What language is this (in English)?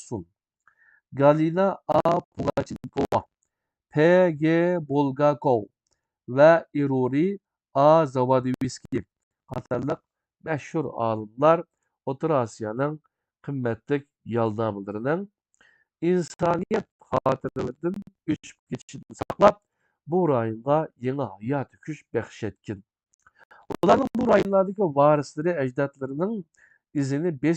Uyghur